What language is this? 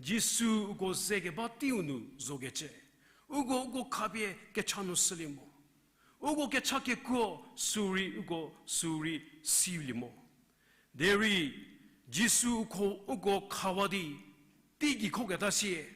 Angami Naga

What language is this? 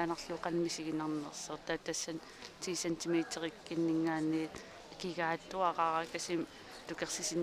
Kalaallisut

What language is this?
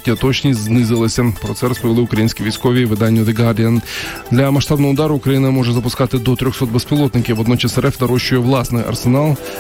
Ukrainian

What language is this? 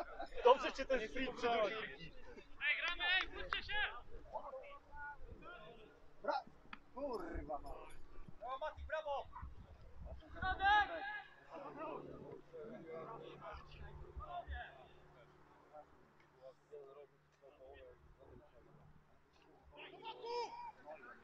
Polish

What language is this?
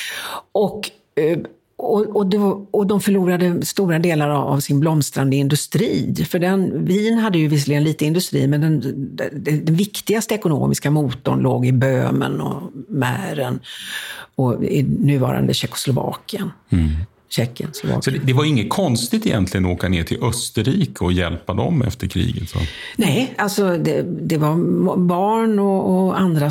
Swedish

